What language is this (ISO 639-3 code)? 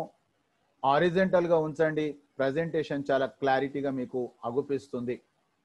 tel